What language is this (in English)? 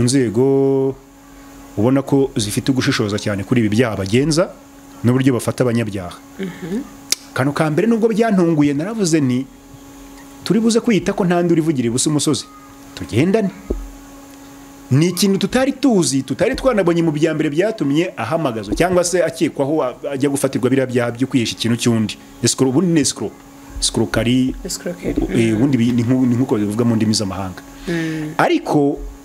Kinyarwanda